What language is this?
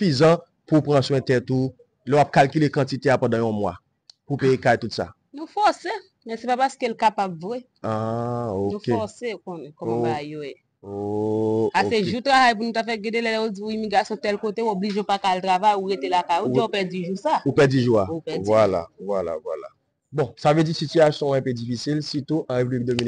Haitian Creole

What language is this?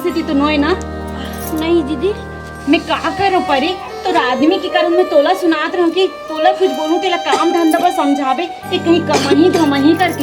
Chhattisgarhi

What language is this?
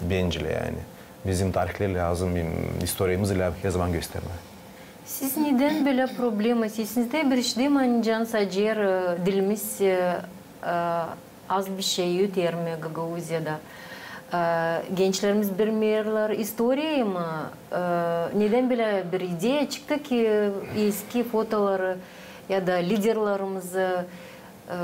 Gagauz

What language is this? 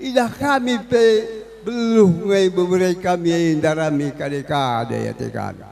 Batak Karo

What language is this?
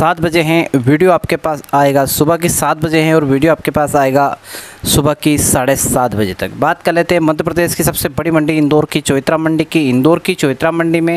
Hindi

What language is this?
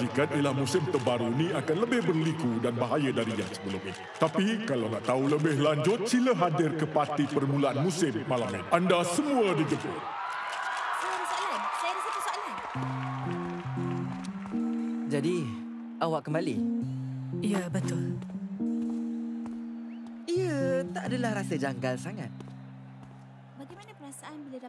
Malay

